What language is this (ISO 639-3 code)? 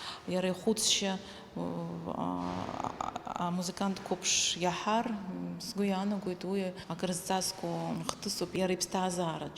abk